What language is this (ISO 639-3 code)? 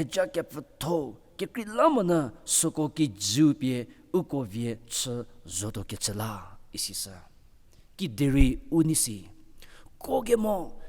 njm